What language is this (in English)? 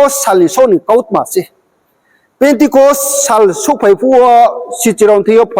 Riang (India)